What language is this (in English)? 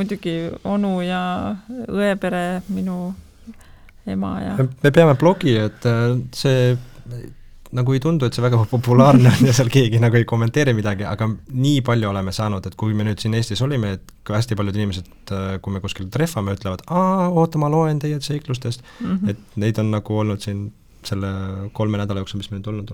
Estonian